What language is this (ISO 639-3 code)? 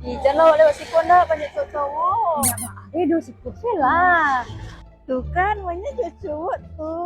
min